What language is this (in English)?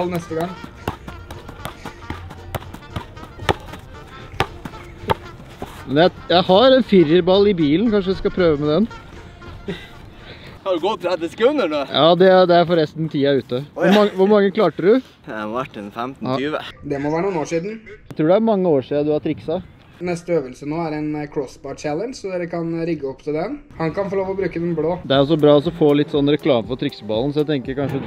Norwegian